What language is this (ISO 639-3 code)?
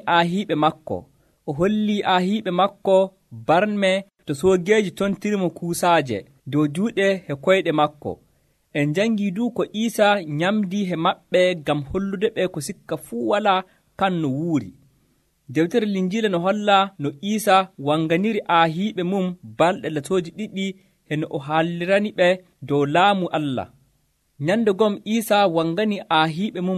fuv